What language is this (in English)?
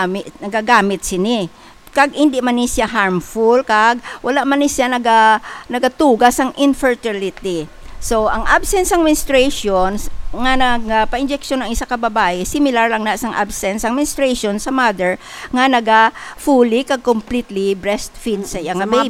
Hiligaynon